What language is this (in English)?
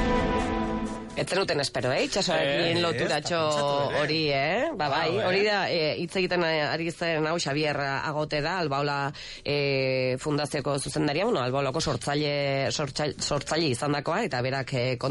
Basque